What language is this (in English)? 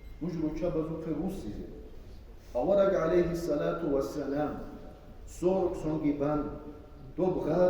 Avaric